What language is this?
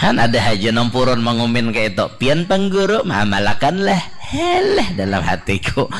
Banjar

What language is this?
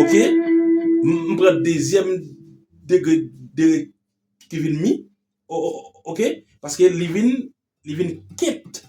Haitian Creole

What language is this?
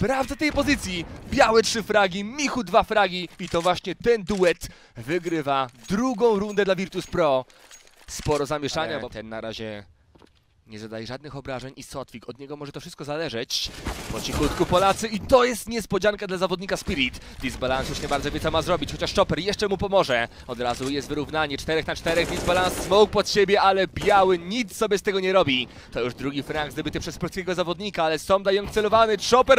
Polish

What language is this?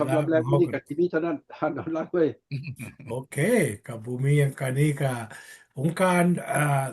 Lao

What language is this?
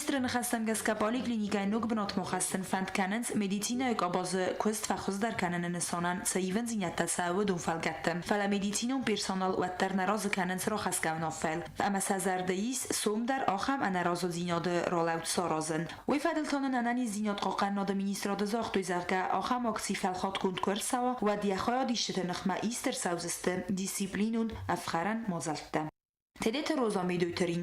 Ossetic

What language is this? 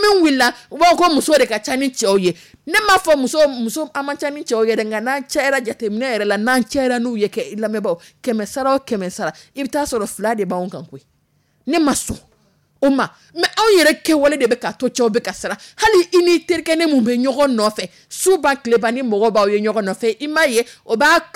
Dyula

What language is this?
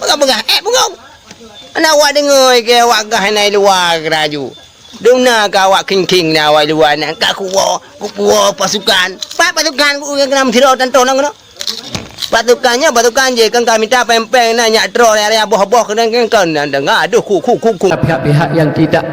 Achinese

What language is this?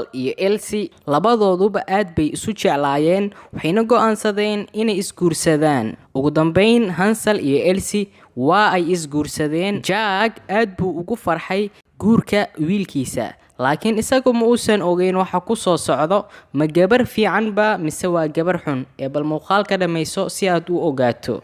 Somali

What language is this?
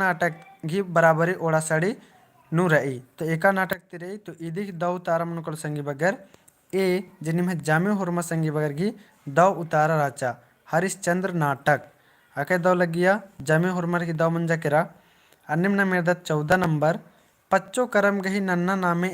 Kurukh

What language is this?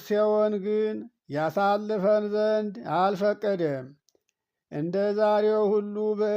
Amharic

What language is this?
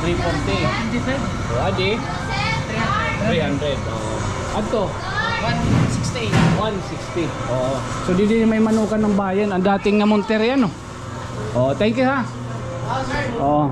Waray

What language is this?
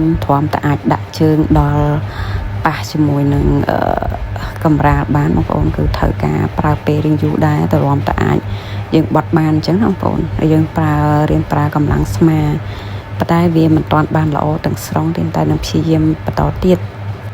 Khmer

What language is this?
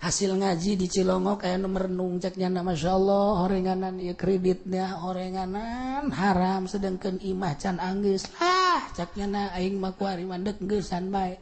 Sundanese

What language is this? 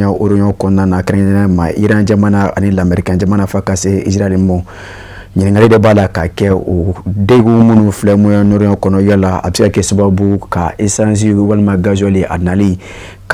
Bambara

